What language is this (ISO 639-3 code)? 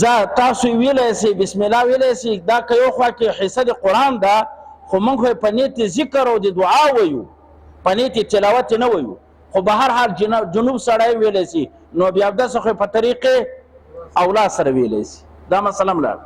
pus